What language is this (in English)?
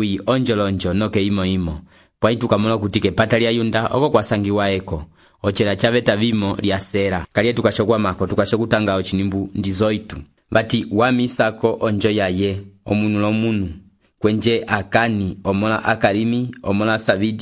Umbundu